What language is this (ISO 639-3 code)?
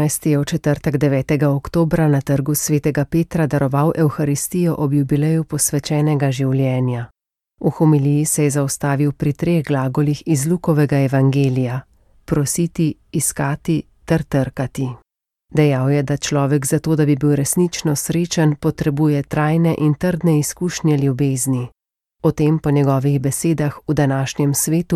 slv